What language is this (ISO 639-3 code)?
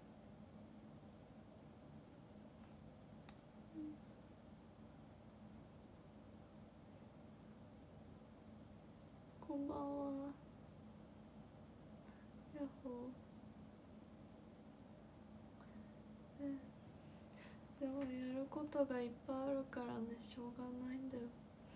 jpn